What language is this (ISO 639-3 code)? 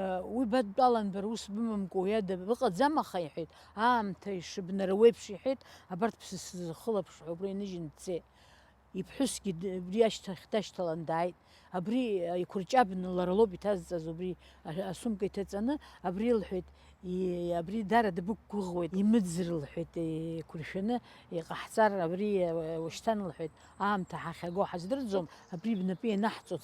abk